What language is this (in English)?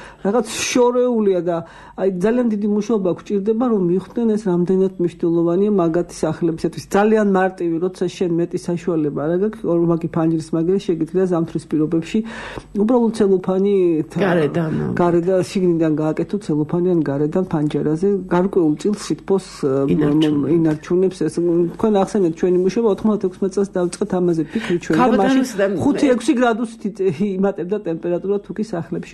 Georgian